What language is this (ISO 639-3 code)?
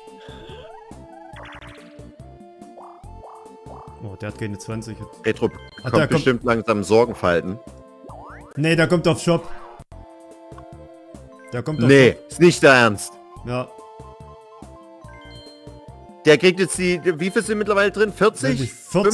deu